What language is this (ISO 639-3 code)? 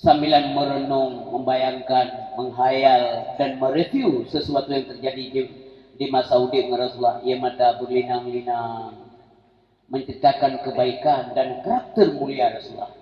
ace